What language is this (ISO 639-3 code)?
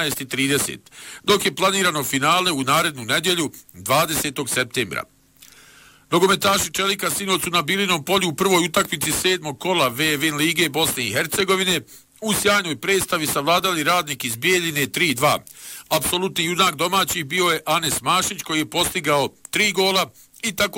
bos